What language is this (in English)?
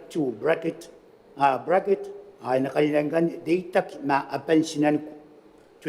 Gilbertese